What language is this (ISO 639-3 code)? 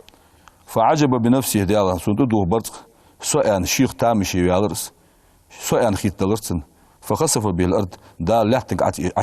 inh